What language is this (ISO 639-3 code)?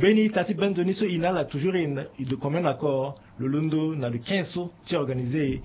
sag